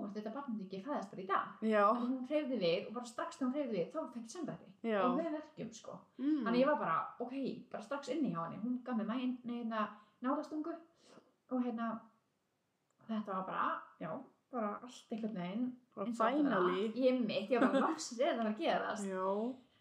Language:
Icelandic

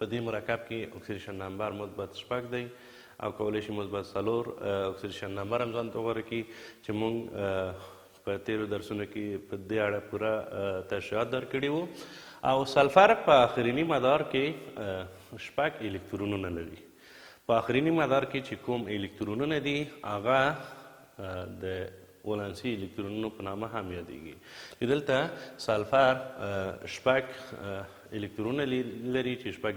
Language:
Pashto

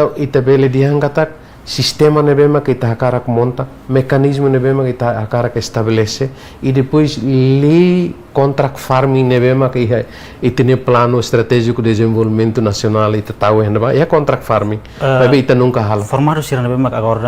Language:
Tetum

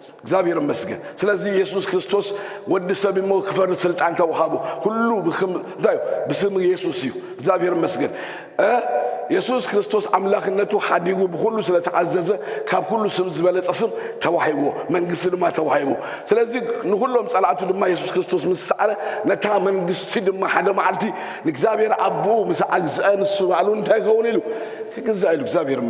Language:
Tigrinya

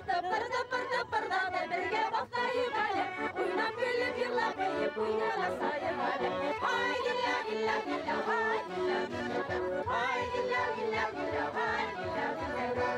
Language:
Bashkir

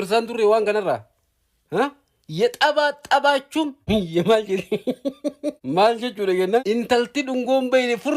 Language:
Oromo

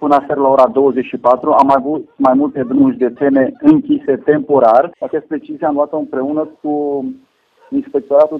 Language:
Romanian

